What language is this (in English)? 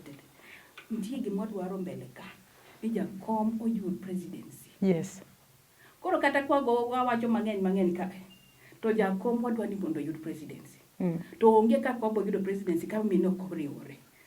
Luo (Kenya and Tanzania)